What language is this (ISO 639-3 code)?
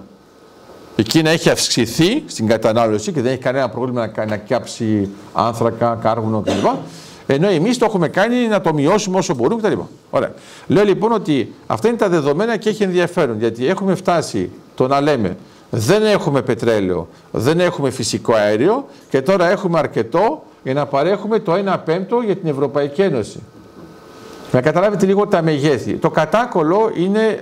ell